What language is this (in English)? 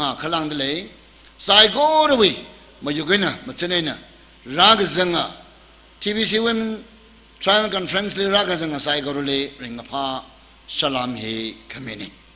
Tangkhul Naga (India)